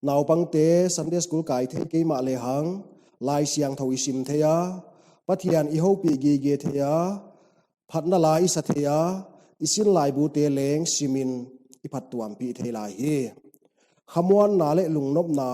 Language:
Paite Chin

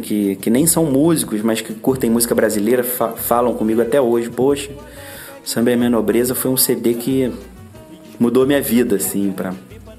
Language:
Portuguese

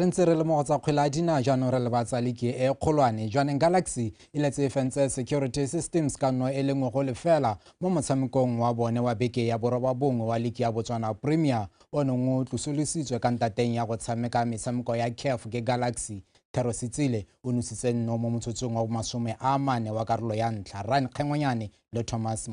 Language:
Tswana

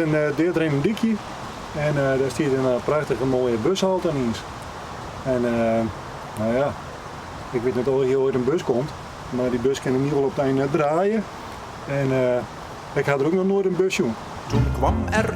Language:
Western Frisian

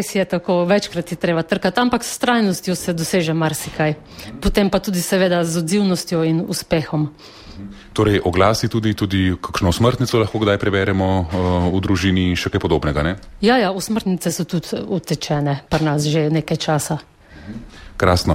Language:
Slovenian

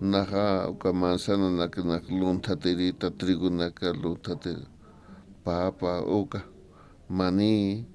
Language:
Aymara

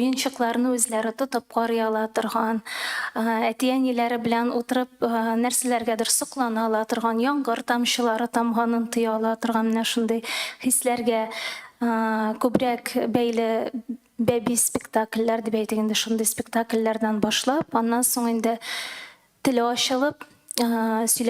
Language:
Tatar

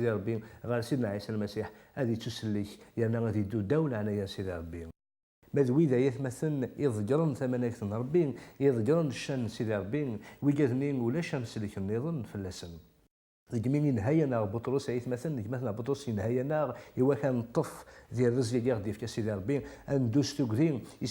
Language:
Kabyle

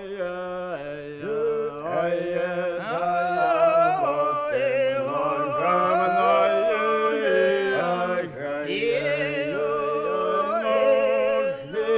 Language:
Russian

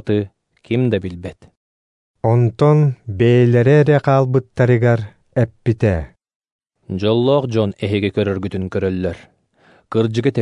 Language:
Yakut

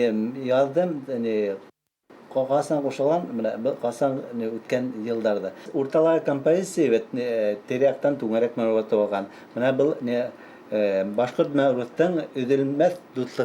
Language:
Bashkir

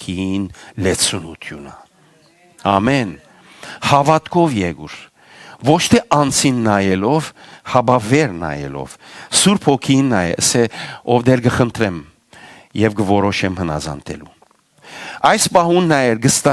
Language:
Western Armenian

